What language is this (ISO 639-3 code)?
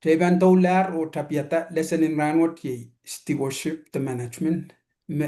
pon